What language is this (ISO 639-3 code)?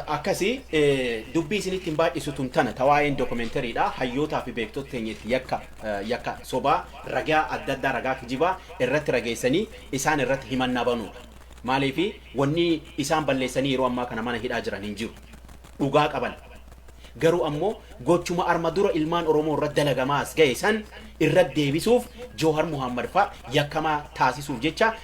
orm